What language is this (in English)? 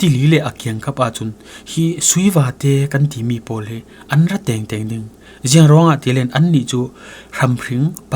Falam Chin